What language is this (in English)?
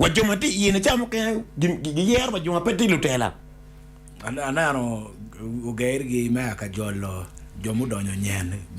Acoli